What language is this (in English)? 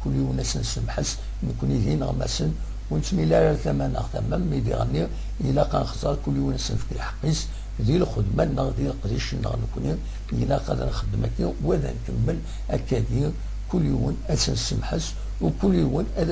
Kabyle